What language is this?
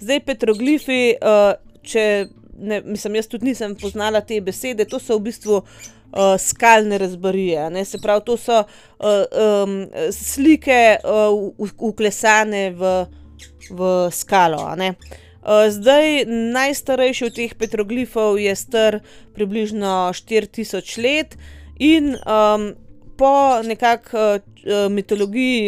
Slovenian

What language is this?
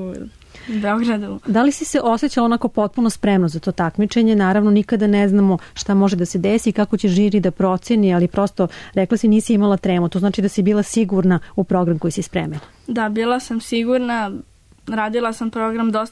Serbian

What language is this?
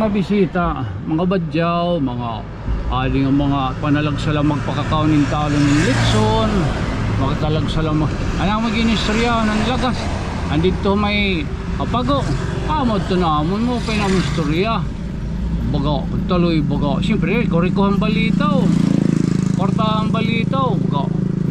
Waray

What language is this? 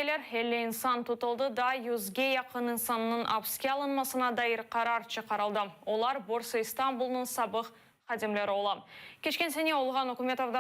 Crimean Tatar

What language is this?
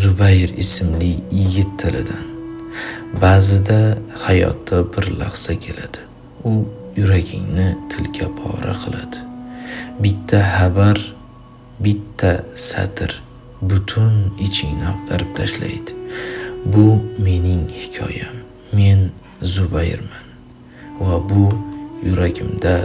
Uzbek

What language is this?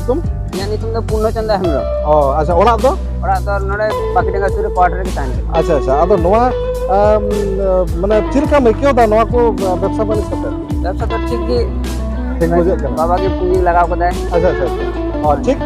Santali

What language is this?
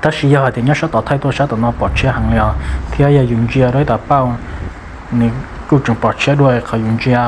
Hmong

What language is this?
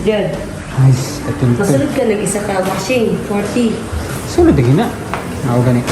Cebuano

